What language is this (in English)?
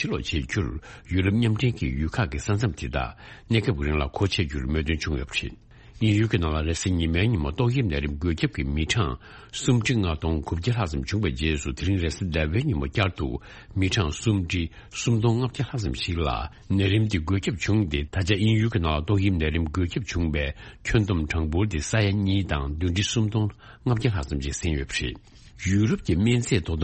Tibetan